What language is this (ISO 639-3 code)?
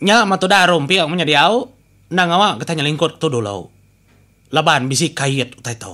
iba